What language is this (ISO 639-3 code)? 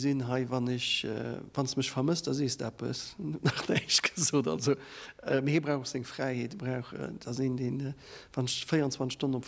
ltz